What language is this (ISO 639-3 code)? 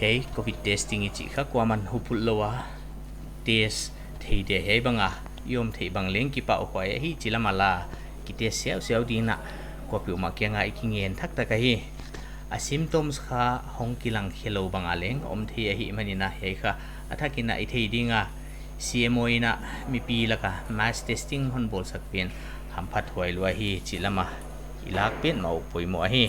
pck